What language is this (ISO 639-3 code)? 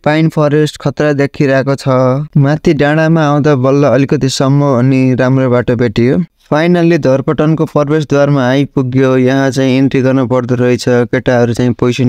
nep